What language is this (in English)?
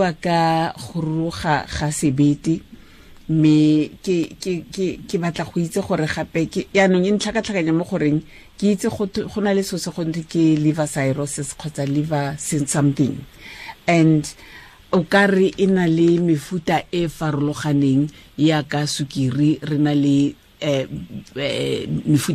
Tswana